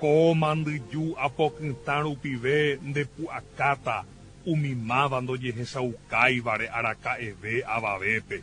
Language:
Guarani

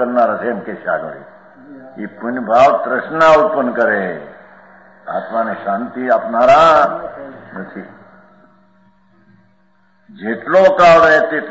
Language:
Gujarati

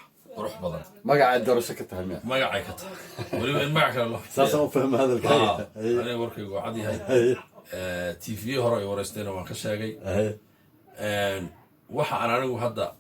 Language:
Somali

